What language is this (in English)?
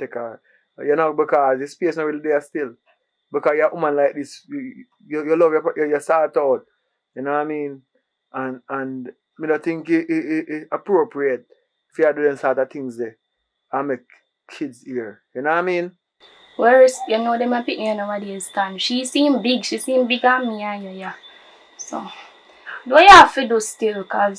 Jamaican Creole English